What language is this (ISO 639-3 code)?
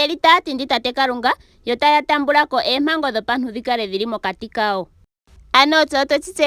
ndo